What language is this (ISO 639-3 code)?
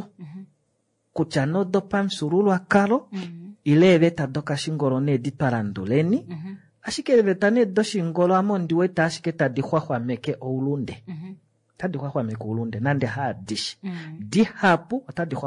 kua